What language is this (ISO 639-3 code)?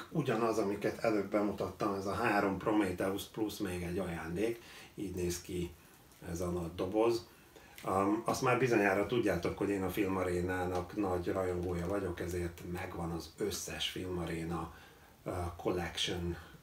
hun